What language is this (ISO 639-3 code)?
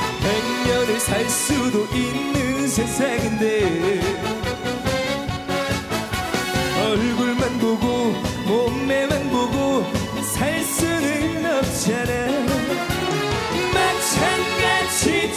kor